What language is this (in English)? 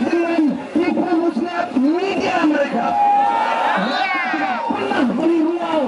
Malay